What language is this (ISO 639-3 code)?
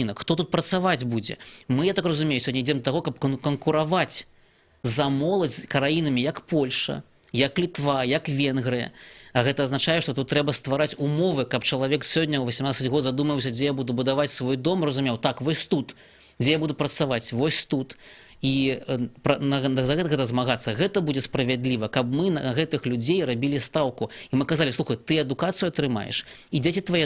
bel